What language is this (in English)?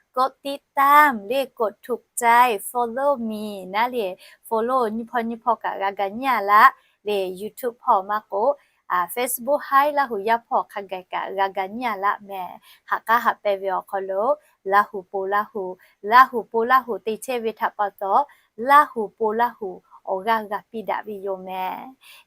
Lahu